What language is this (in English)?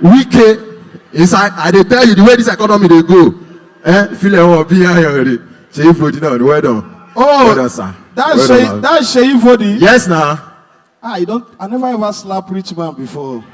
Nigerian Pidgin